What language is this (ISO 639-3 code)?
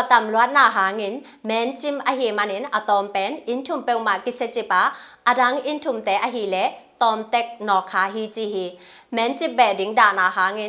ctd